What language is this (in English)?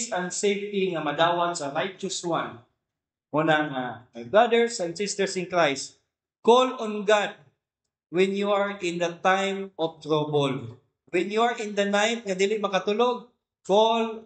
Cebuano